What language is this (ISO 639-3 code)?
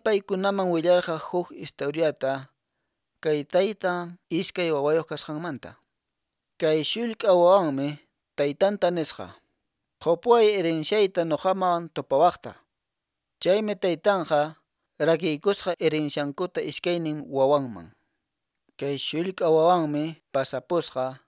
que